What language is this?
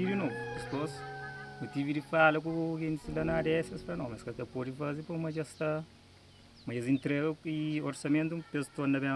Kabuverdianu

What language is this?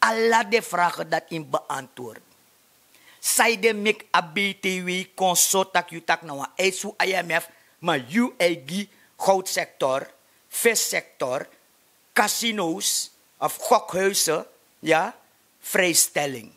Sranan Tongo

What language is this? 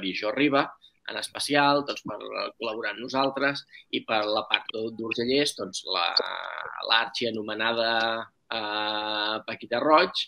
Catalan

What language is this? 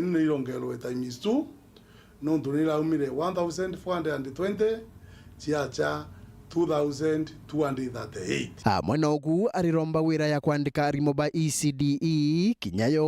Meru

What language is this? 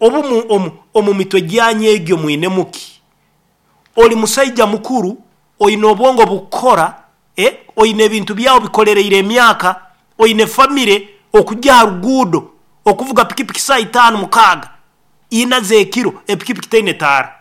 Nyoro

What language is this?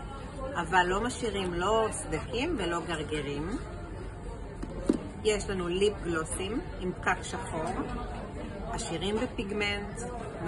Hebrew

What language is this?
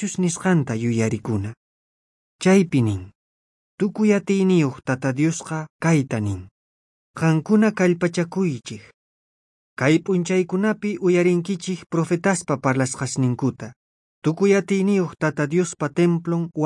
South Bolivian Quechua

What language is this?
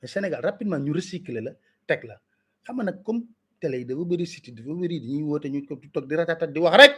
Wolof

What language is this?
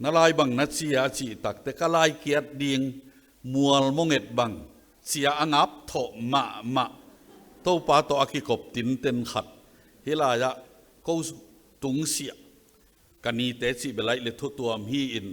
Tedim Chin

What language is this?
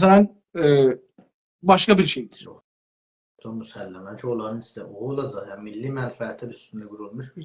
South Azerbaijani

